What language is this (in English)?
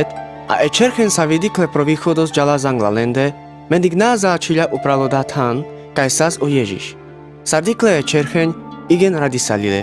Carpathian Romani